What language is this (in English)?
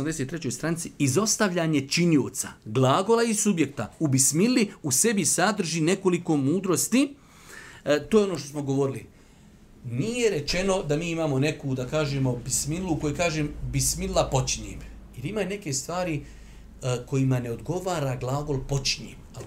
Bosnian